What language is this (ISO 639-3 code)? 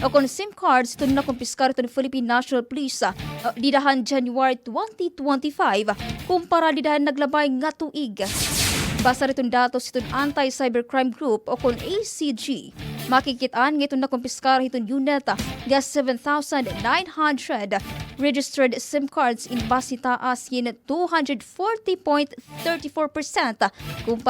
war